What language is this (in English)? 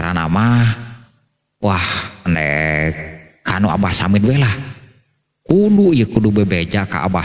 Sundanese